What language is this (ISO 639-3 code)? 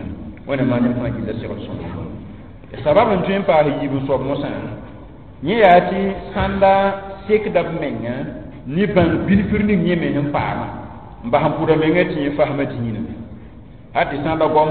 mos